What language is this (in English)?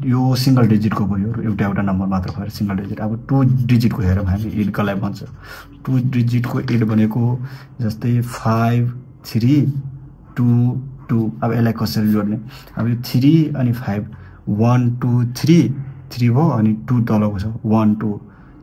Nepali